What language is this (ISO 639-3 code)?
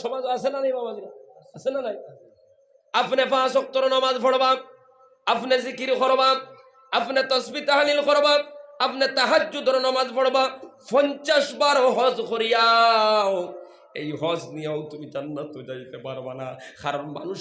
syl